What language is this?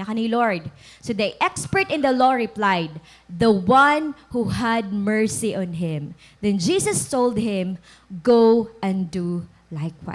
Waray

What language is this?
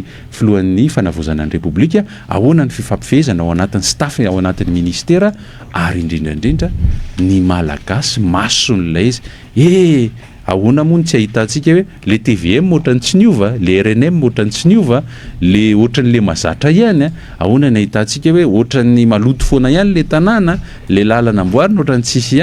Malagasy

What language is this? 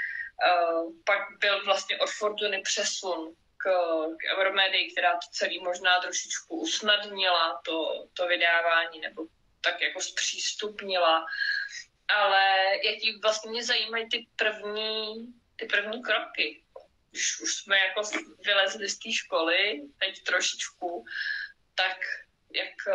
Czech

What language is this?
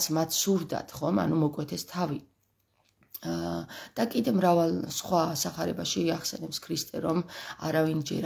Georgian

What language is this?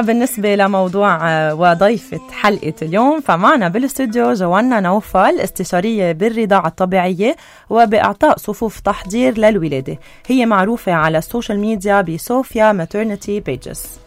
North Levantine Arabic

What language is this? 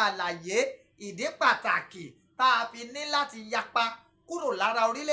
Yoruba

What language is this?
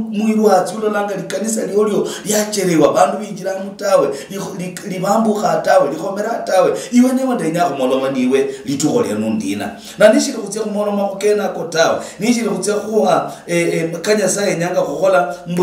Luyia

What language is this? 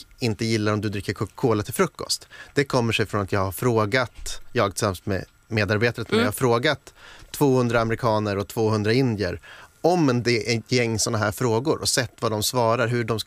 Swedish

